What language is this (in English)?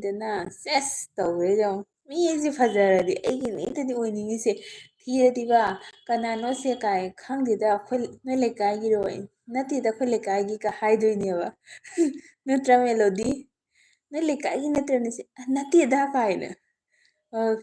Manipuri